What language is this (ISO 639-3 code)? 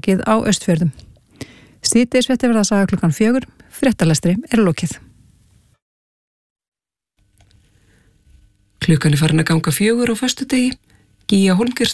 isl